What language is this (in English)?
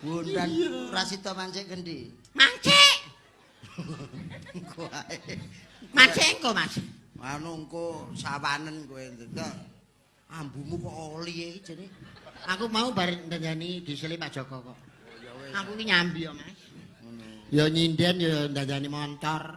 Javanese